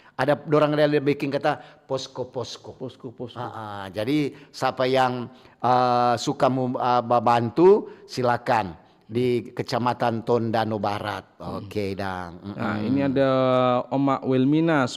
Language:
Manado Malay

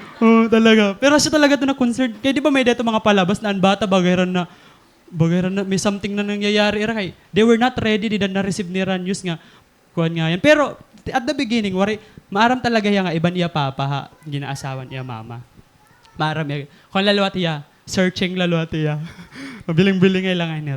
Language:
Waray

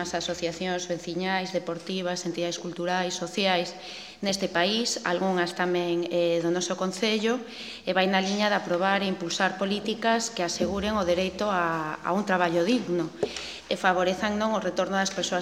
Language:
Galician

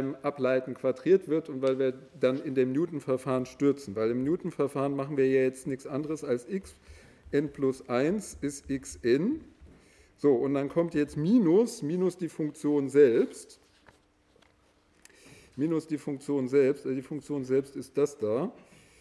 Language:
German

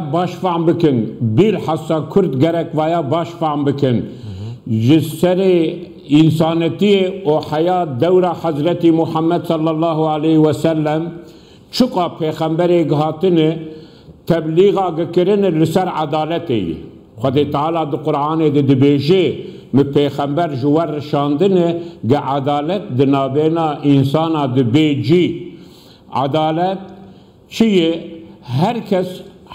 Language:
Kurdish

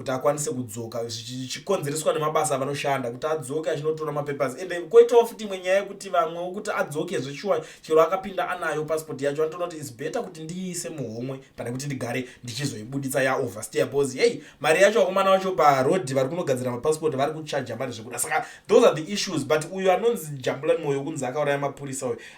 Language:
Shona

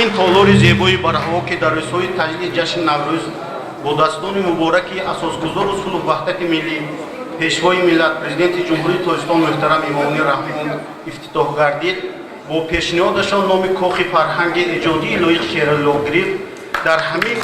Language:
Tajik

